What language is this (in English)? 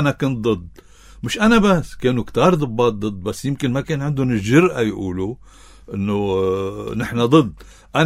North Levantine Arabic